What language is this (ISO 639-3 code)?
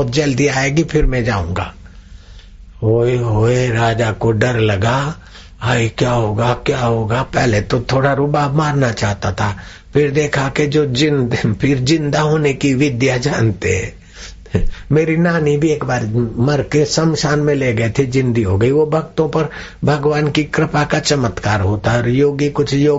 hin